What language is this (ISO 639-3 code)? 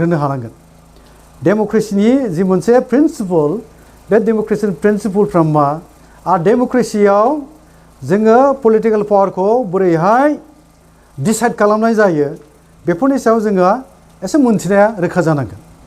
brx